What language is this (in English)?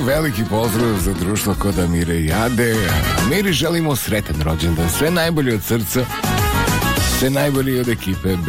Bosnian